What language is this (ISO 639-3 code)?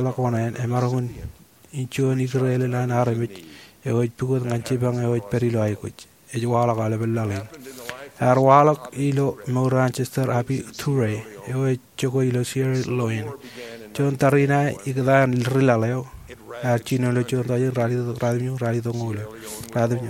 mah